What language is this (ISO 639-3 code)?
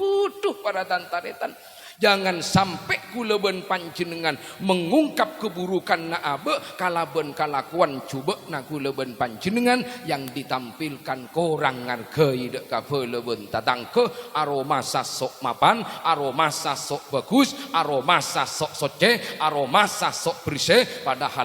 mad